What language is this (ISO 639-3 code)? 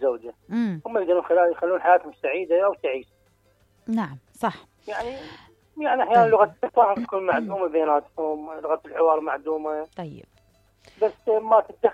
acm